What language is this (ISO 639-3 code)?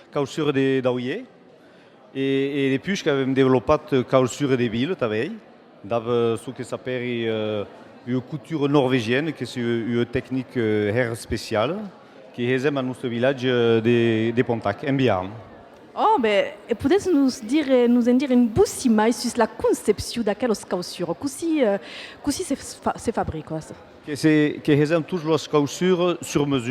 oci